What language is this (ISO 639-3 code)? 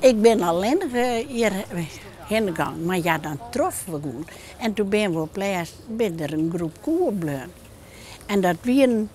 fry